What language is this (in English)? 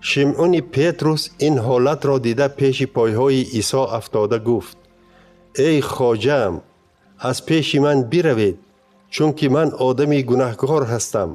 Tajik